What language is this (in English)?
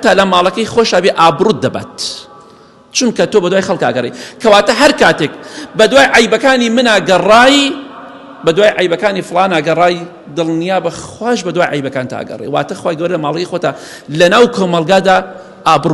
Central Kurdish